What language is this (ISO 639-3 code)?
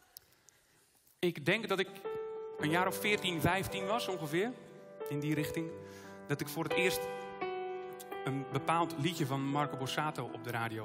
nld